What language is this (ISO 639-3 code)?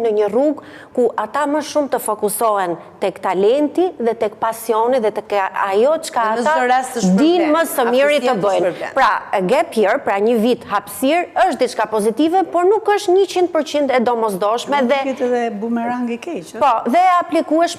sqi